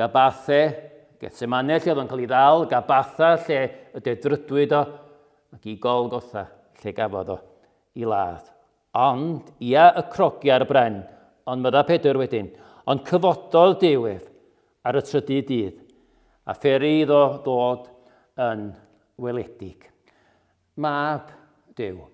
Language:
Welsh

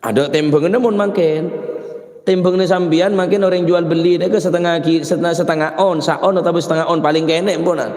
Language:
Madurese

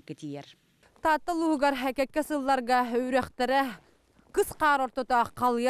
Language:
Yakut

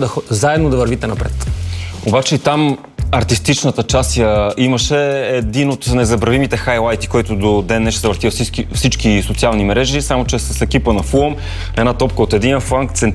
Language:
Bulgarian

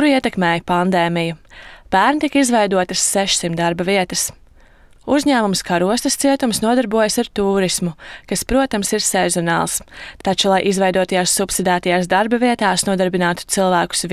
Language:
Latvian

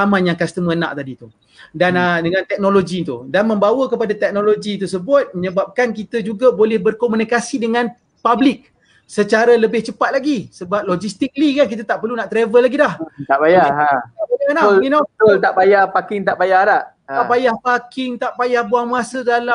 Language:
Malay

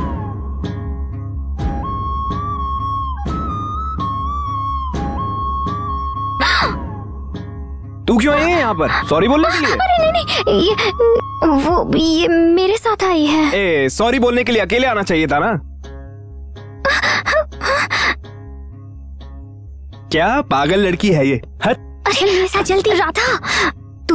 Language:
Hindi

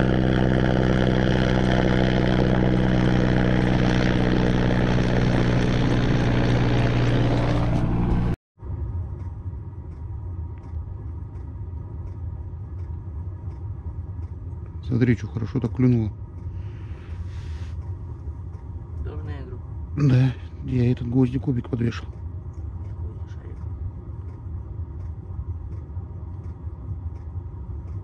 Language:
Russian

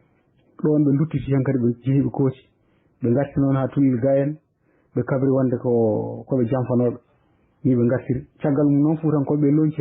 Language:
Fula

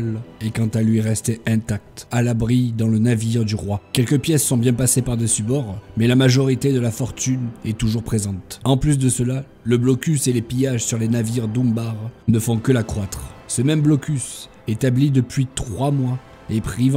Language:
French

